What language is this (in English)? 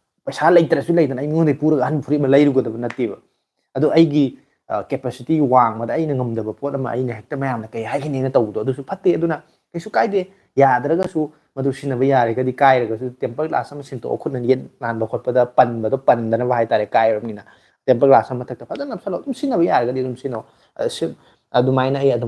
Manipuri